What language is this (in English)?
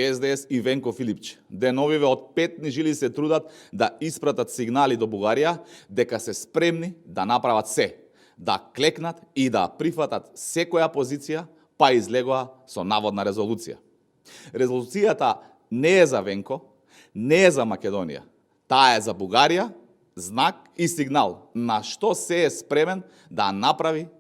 Macedonian